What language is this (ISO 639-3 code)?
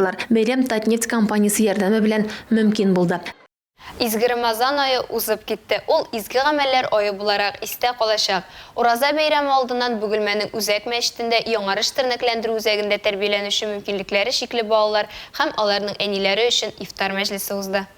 tat